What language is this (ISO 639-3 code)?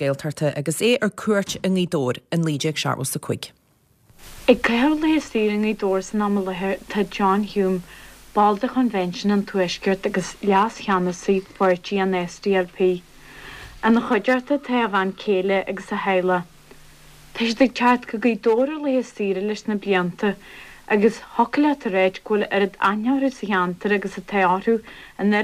gle